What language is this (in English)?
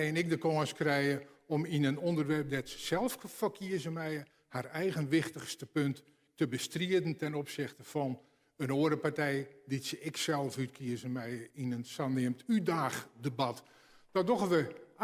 Western Frisian